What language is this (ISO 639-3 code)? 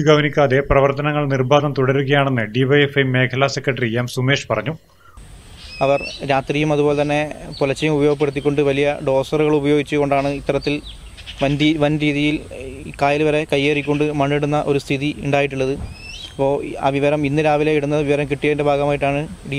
mal